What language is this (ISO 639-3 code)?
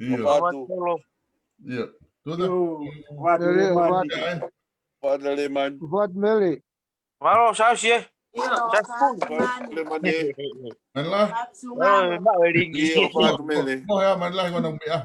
ton